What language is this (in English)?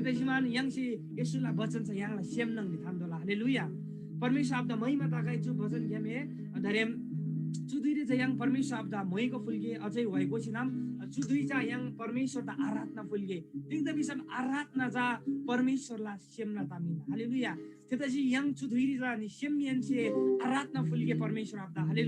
Eastern Tamang